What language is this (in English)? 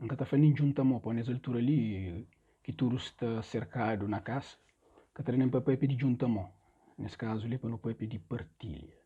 Kabuverdianu